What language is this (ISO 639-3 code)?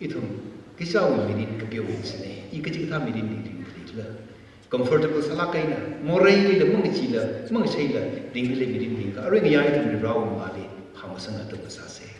nmf